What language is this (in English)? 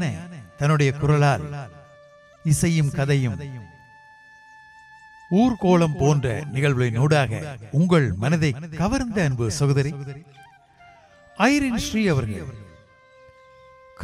Tamil